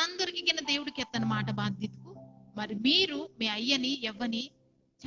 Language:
Koya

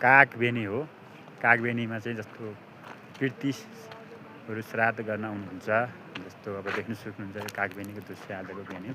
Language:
Nepali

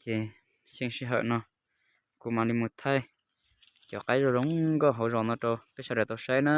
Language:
Hmong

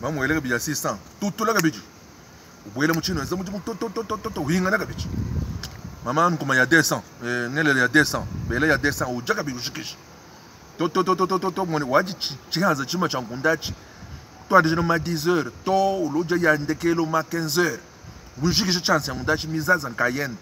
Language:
Luba-Lulua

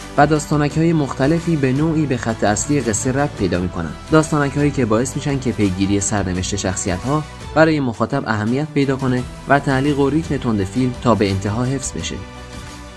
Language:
Persian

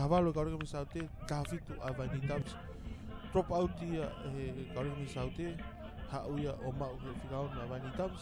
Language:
Tongan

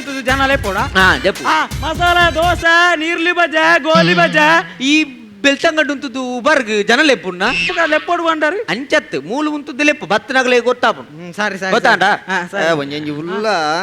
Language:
Tulu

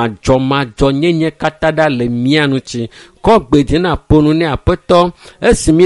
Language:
Ewe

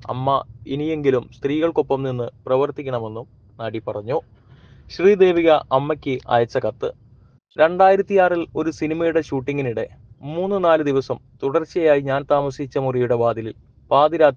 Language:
Malayalam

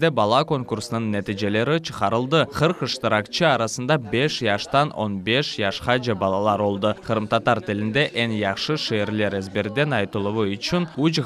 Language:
Crimean Tatar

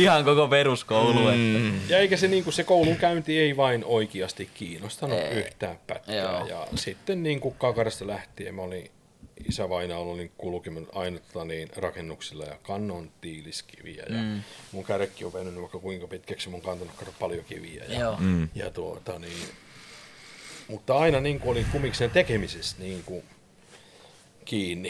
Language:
Finnish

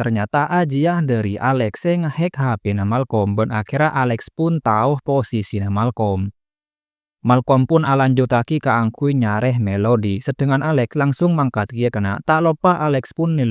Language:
Madurese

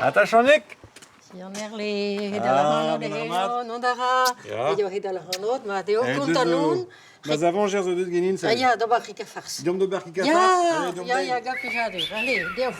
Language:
Breton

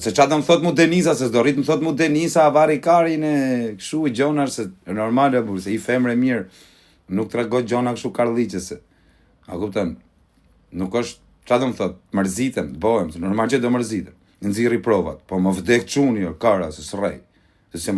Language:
Albanian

